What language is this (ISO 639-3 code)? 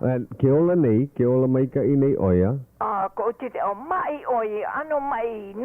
haw